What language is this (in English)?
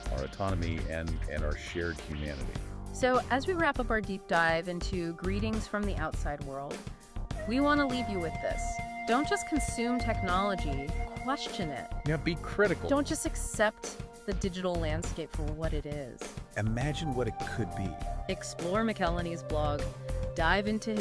English